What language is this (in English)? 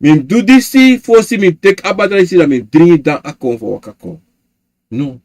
Sranan Tongo